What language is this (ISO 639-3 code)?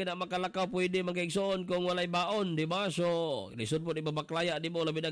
ceb